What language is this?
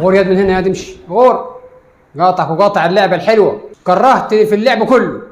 Egyptian Arabic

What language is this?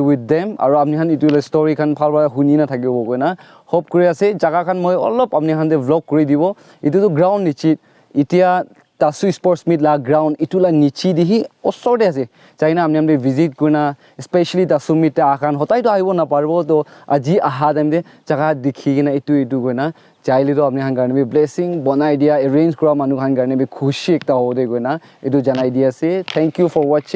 Naga Pidgin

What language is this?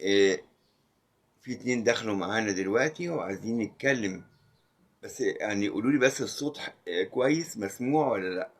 Egyptian Arabic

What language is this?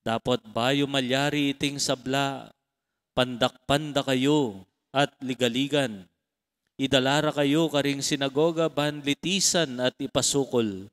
Pampanga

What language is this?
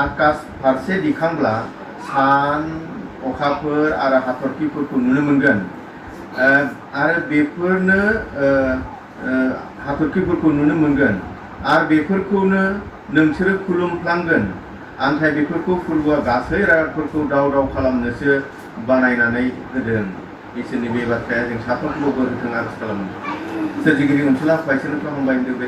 Bodo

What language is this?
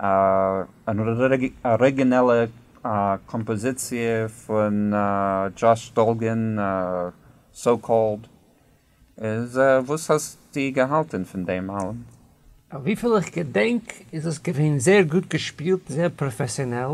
Yiddish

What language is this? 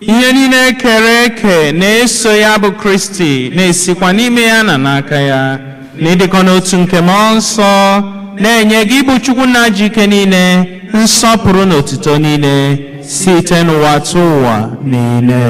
Igbo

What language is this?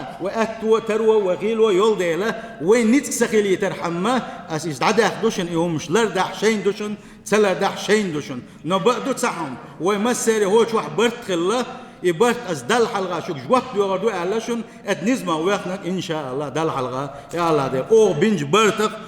Chechen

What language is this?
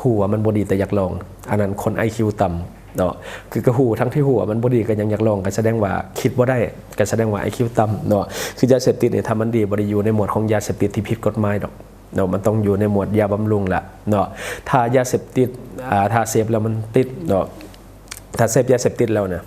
Lao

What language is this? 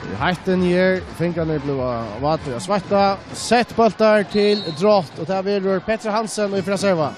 Faroese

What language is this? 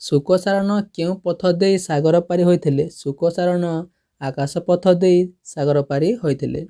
Odia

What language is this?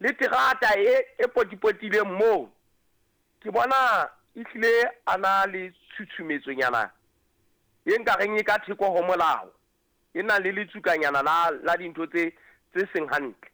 Southern Sotho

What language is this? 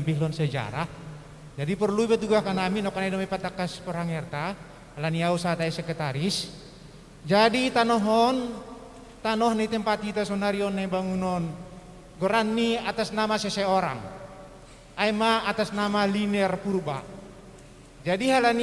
Batak Simalungun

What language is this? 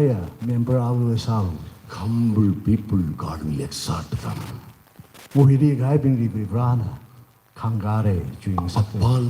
Tangkhul Naga (India)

